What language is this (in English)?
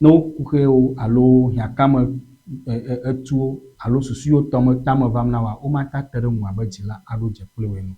Ewe